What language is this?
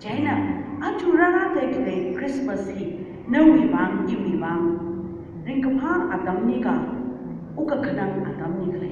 Tangkhul Naga (India)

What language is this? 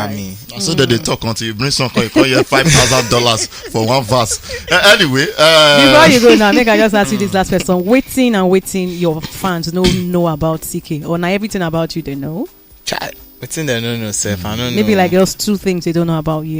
Nigerian Pidgin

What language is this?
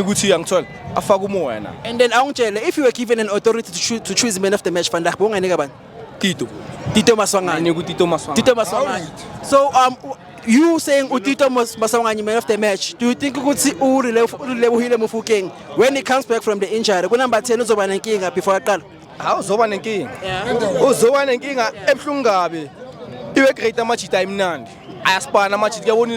Zulu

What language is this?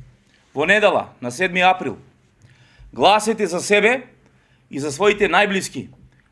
Macedonian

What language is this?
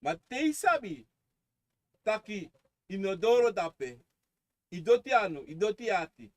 Sranan Tongo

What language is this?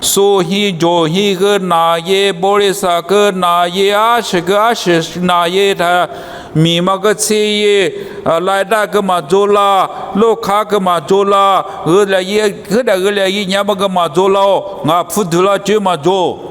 Lisu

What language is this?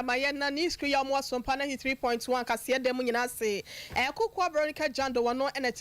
Akan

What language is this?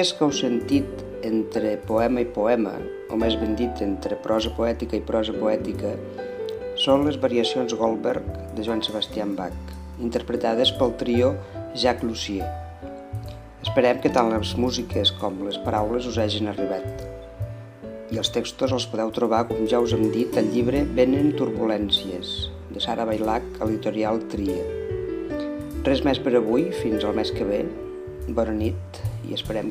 Catalan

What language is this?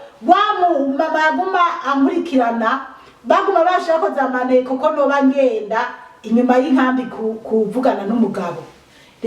Rundi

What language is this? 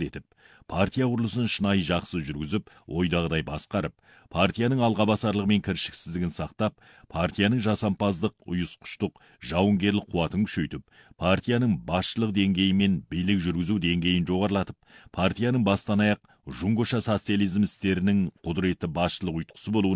Kazakh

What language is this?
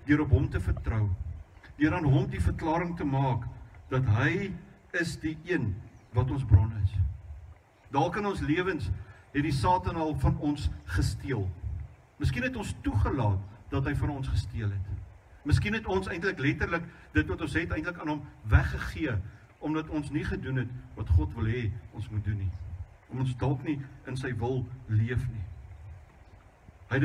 Afrikaans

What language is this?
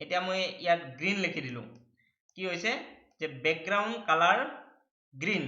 Assamese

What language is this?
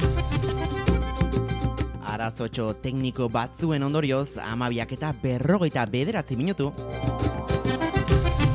Basque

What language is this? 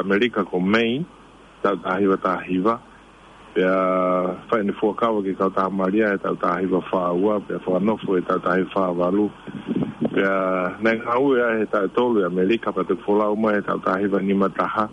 Tongan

